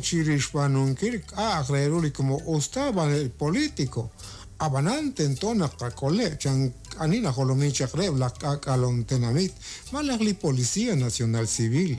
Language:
Kekchí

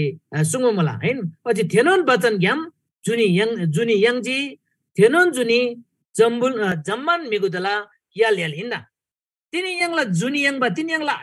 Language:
Eastern Tamang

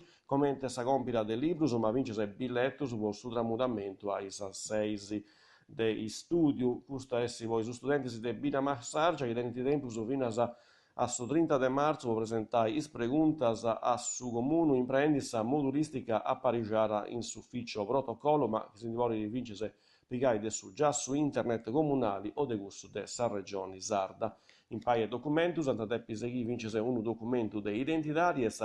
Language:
Sardinian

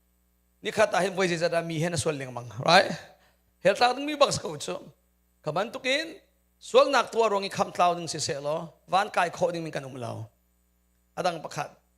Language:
Hakha Chin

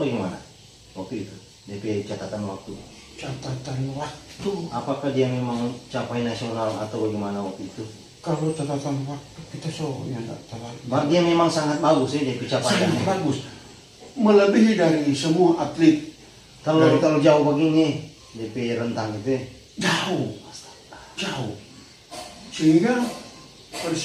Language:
Manado Malay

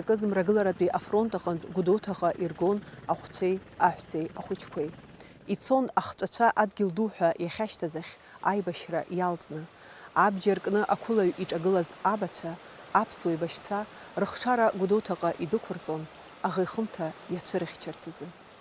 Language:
Abkhazian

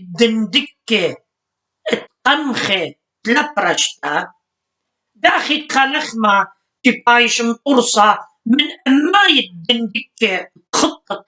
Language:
Assyrian Neo-Aramaic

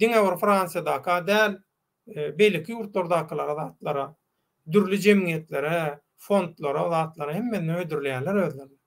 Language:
Turkmen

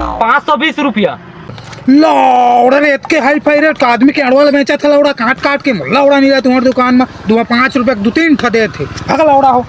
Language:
Chhattisgarhi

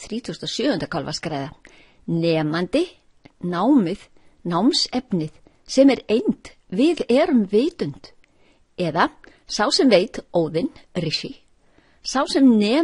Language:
Icelandic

